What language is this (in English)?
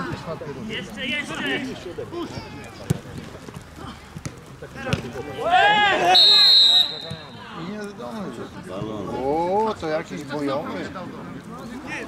Polish